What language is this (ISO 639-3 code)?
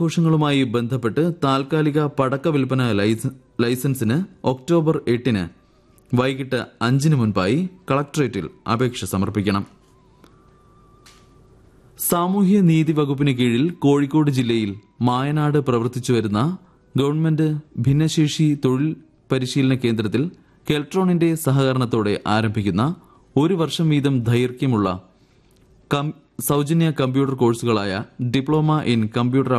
mal